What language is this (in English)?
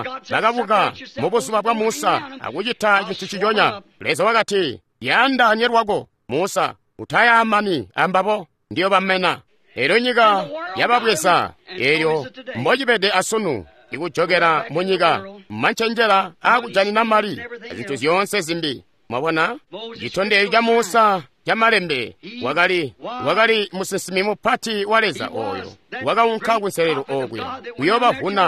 Tonga (Zambia)